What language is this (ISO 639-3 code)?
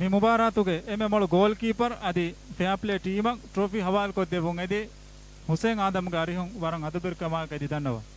div